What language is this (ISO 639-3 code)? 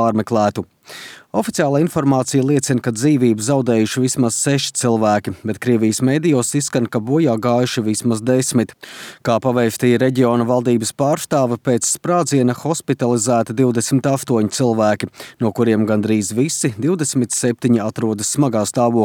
lav